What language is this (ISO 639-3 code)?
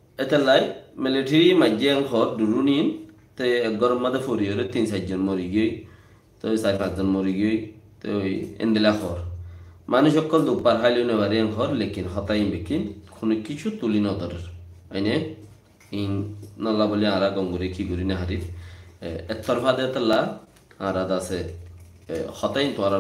rhg